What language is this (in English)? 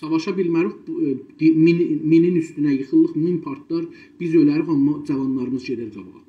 South Azerbaijani